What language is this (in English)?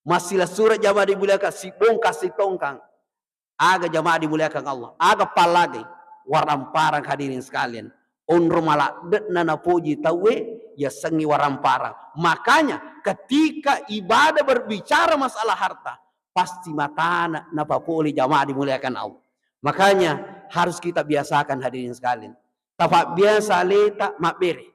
Buginese